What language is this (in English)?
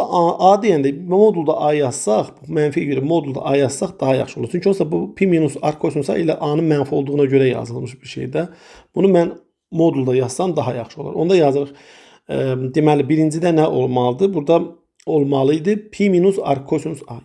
Azerbaijani